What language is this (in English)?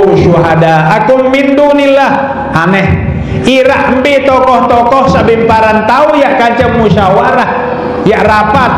Sasak